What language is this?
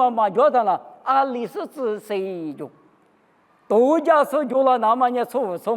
Lisu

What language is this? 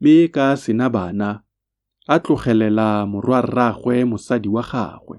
Tswana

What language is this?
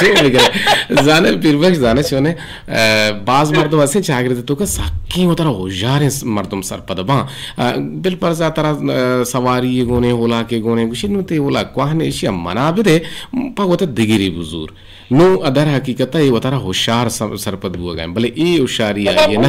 Eastern Balochi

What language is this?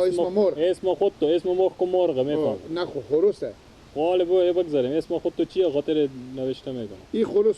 Persian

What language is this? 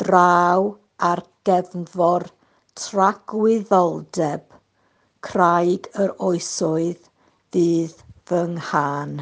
Welsh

